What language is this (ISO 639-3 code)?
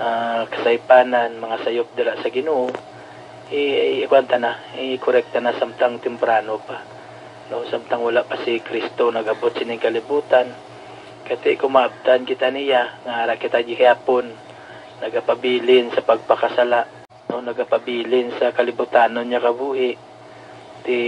hil